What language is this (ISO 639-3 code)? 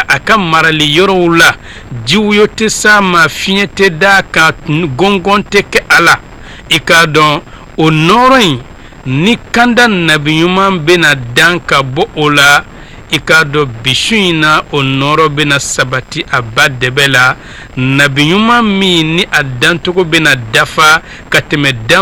bam